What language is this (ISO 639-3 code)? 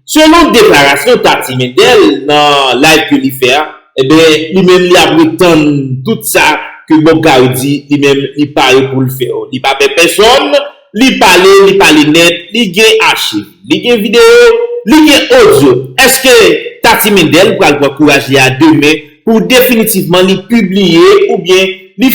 hat